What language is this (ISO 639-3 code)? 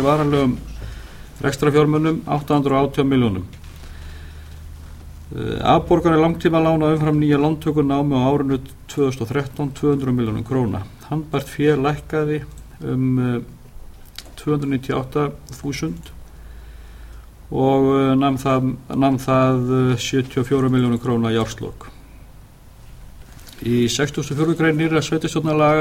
isl